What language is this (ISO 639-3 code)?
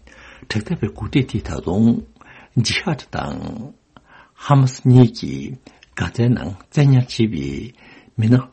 bod